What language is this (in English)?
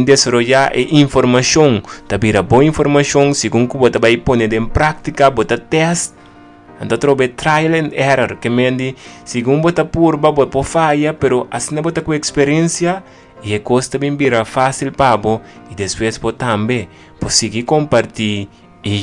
Papiamento